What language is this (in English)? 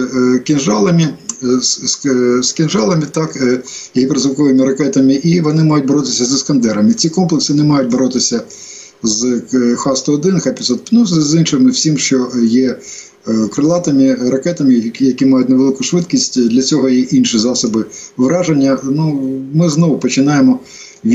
Ukrainian